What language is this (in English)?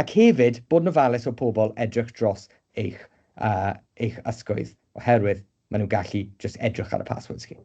Welsh